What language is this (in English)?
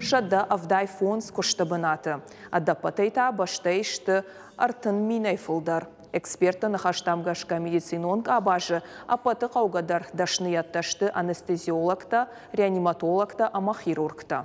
Ossetic